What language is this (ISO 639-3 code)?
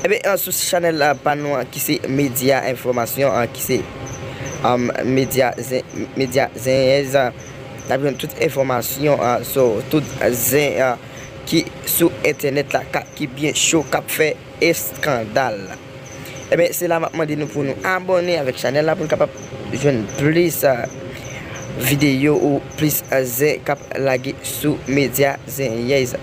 hat